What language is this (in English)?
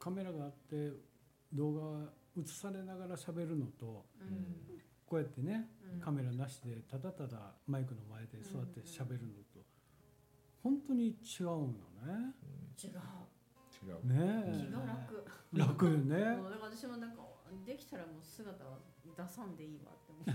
Japanese